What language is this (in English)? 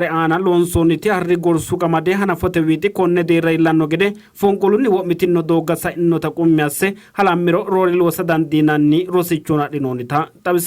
Sidamo